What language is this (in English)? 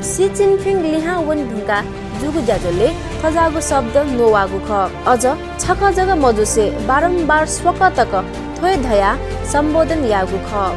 Newari